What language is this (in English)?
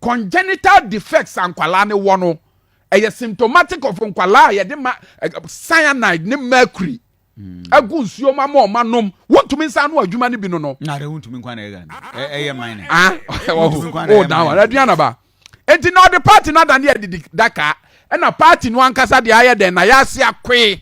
Akan